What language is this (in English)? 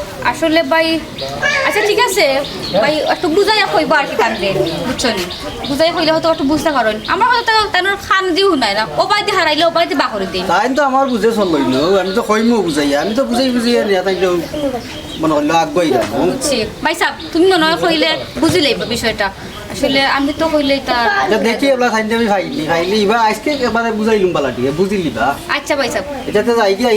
Sylheti